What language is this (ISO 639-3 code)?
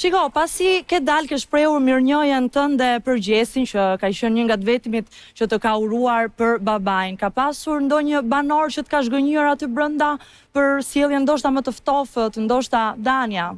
sqi